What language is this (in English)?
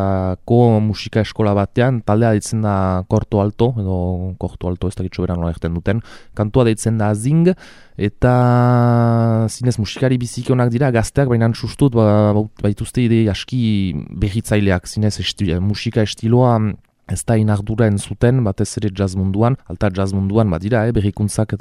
Basque